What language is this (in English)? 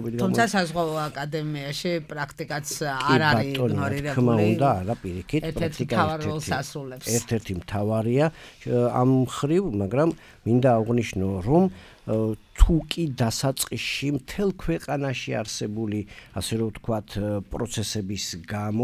Georgian